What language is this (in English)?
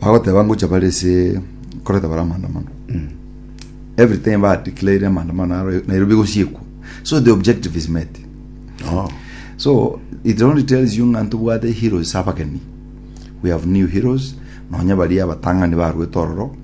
Gusii